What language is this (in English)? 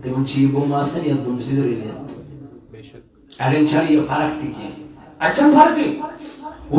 Kashmiri